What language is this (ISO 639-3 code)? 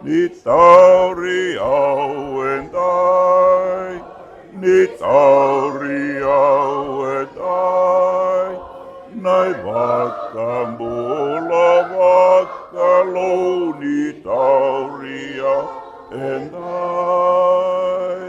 fij